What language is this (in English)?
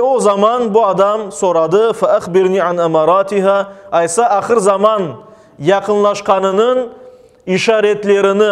Crimean Tatar